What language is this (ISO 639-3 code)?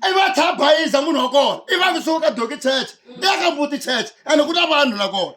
tso